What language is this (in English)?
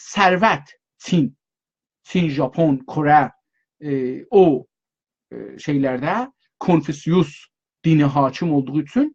South Azerbaijani